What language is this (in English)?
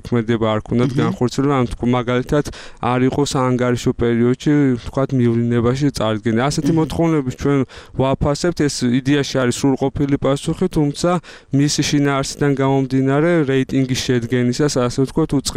Georgian